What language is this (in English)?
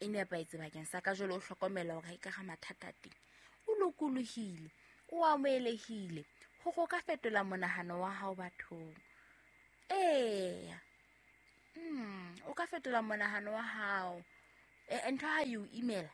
Southern Sotho